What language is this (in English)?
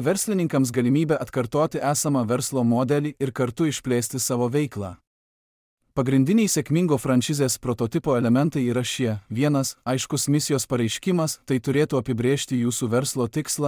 Lithuanian